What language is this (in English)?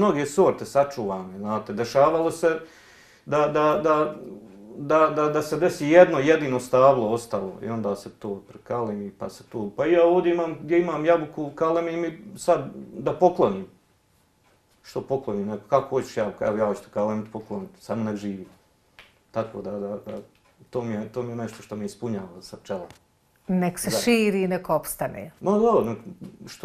Bosnian